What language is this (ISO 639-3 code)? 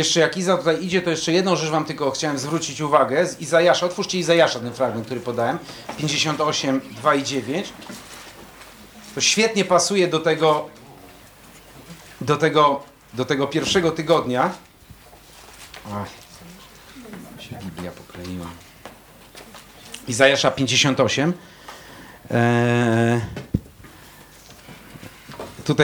pol